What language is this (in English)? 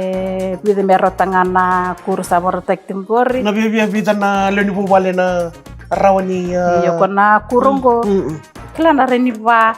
Fijian